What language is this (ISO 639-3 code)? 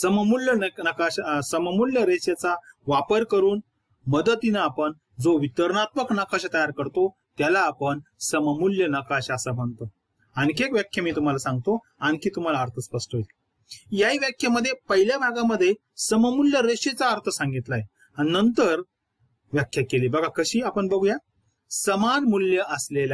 mar